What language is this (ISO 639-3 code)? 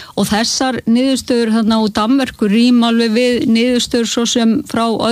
isl